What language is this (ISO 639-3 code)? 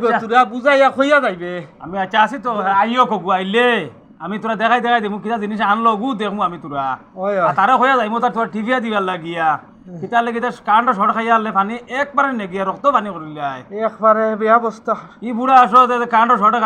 syl